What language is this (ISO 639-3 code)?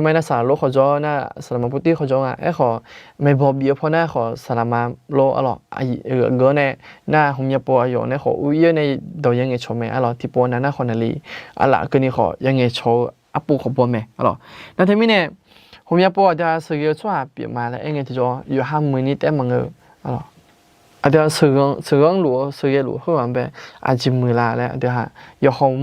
ahk